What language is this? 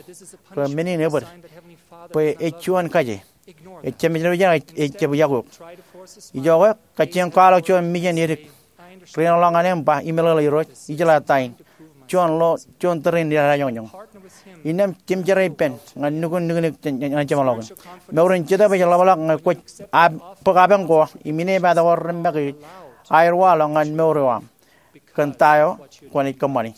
Marshallese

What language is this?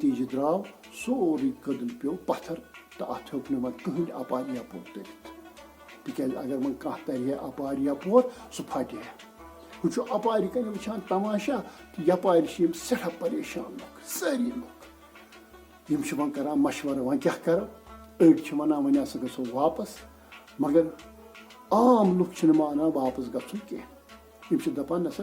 Kashmiri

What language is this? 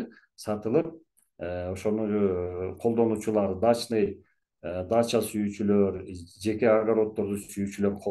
Kyrgyz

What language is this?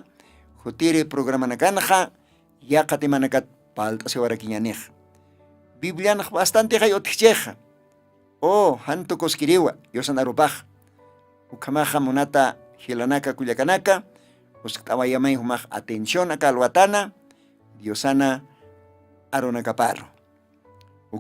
Aymara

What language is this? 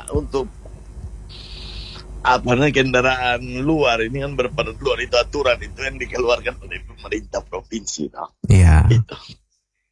Indonesian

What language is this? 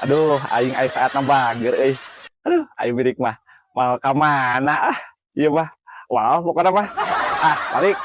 Sundanese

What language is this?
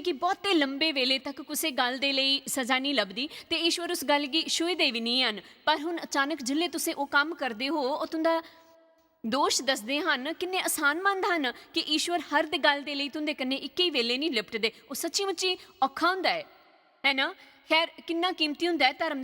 Dogri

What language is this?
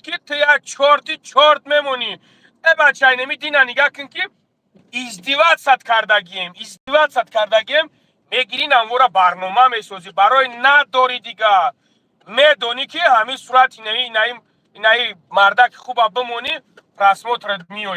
Tajik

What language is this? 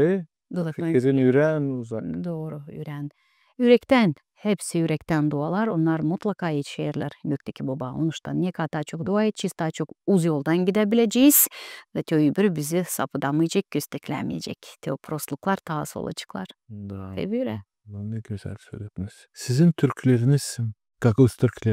Gagauz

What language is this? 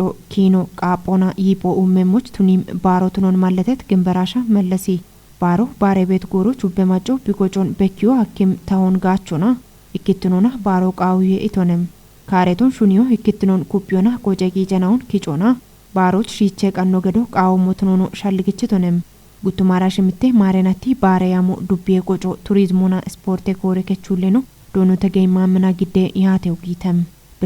Kafa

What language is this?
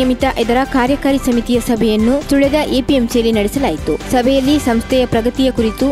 Kannada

